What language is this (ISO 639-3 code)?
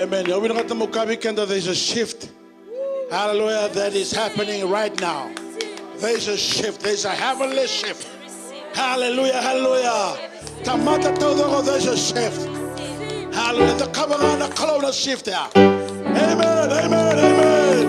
fij